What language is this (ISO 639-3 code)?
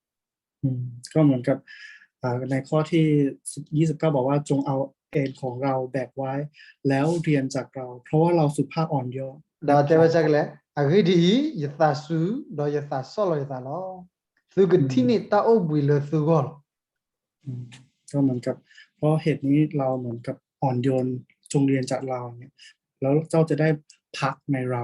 ksw